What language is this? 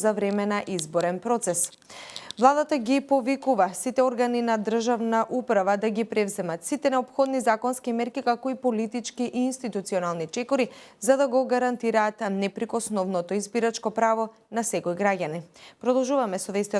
Macedonian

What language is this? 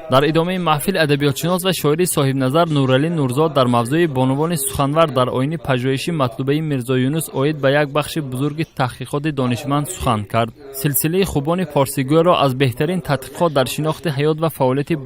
Tajik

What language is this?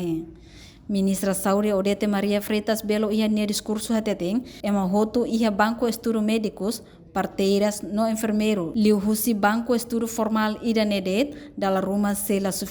Tetum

